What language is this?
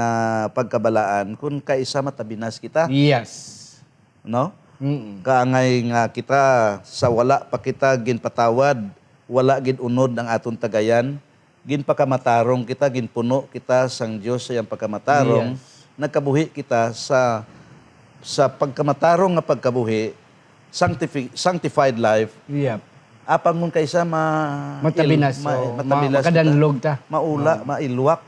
Hiligaynon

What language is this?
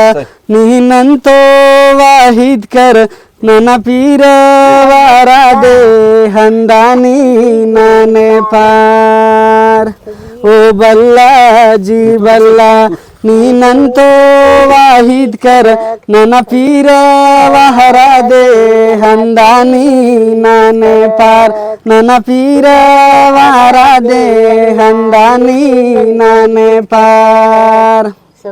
Brahui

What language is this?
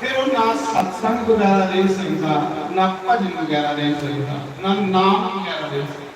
Dogri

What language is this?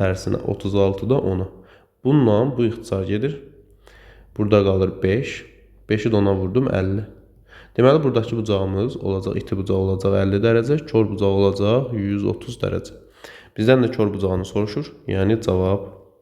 Azerbaijani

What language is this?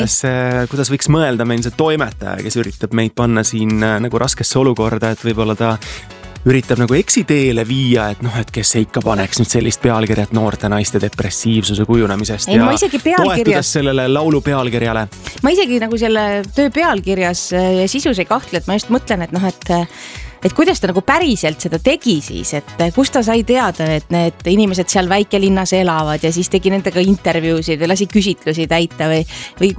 Estonian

